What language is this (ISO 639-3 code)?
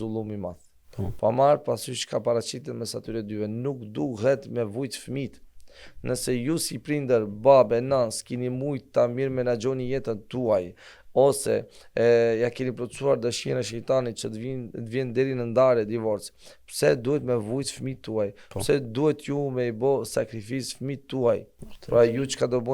sqi